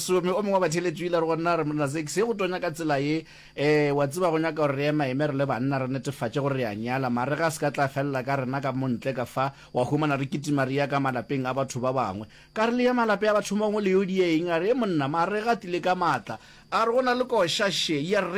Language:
Northern Sotho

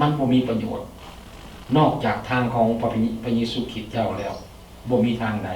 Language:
Lao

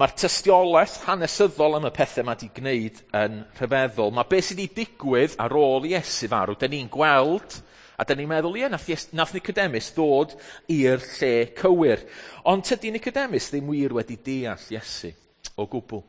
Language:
Welsh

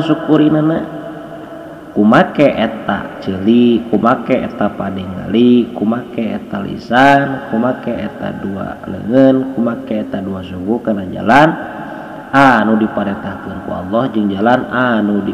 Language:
Sundanese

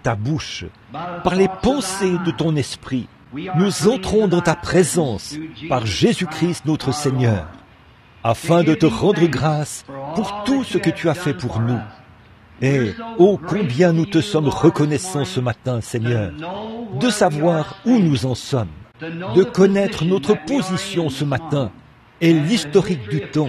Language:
French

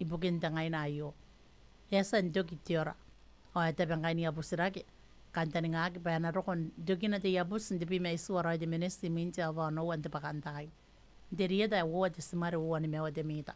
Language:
Gilbertese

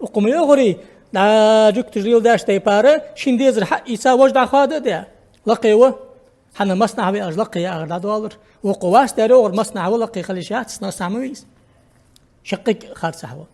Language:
Ingush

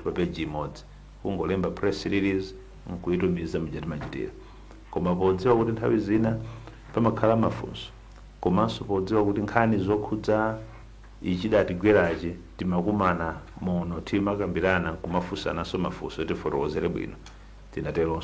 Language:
Nyanja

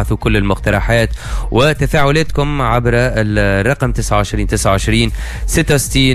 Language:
Tunisian Arabic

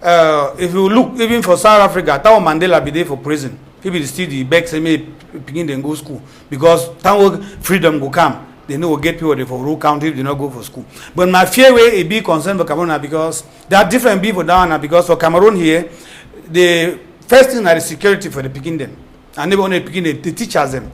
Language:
Cameroon Pidgin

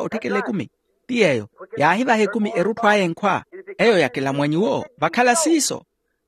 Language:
Makhuwa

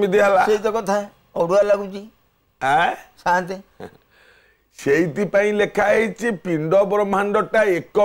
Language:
Odia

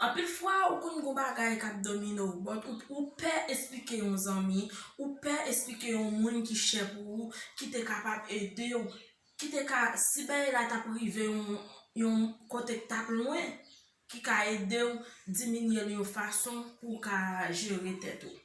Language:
Haitian Creole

